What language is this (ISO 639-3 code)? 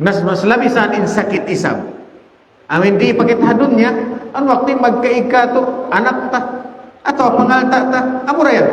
tsg